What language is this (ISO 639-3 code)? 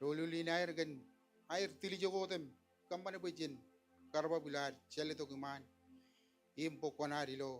mah